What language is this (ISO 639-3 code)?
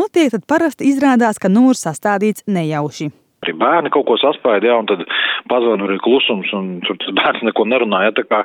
lav